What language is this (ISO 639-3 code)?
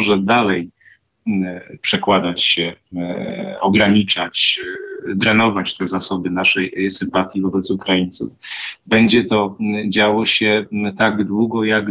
pol